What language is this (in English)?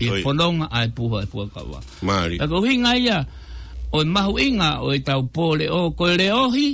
Tongan